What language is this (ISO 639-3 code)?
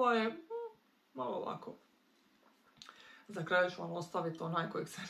hrv